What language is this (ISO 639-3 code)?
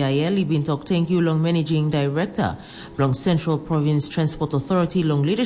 tpi